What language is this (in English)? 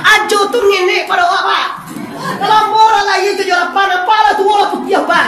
Minangkabau